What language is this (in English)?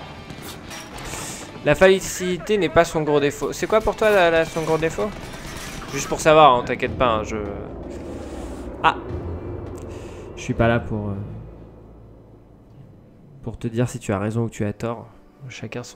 French